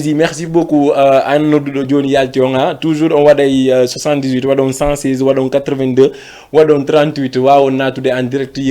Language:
Fula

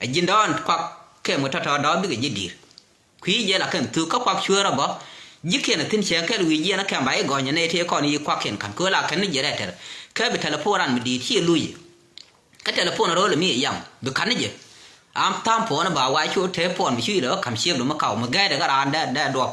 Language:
Nuer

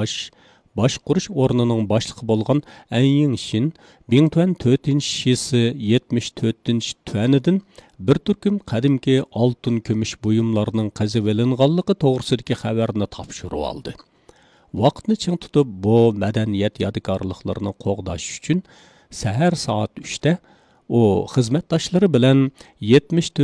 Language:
Uyghur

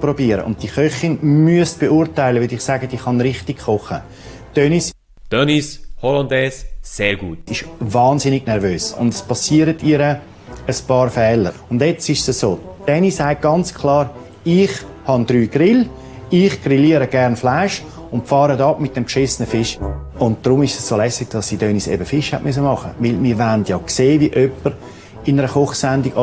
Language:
Swiss German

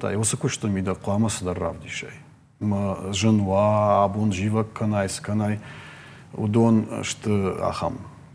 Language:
Ossetic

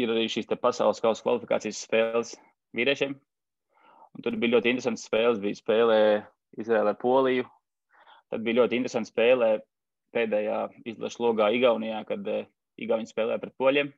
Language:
Latvian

